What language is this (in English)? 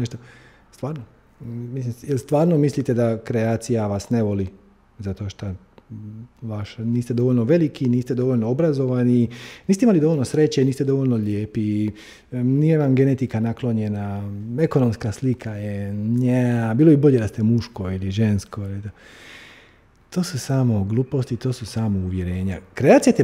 Croatian